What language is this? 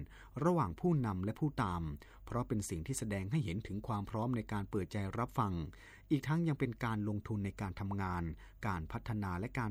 Thai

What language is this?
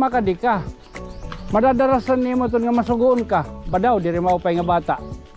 Waray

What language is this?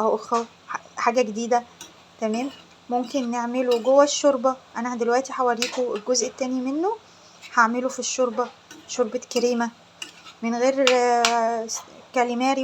Egyptian Arabic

